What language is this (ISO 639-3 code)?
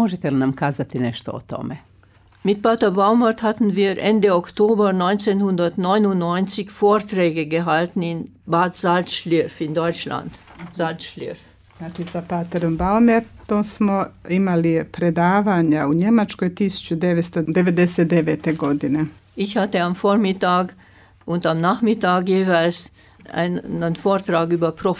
slv